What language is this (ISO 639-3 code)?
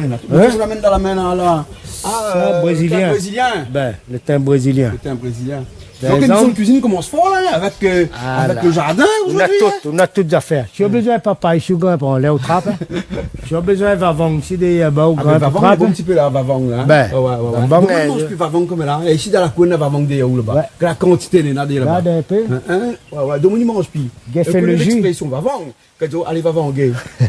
rcf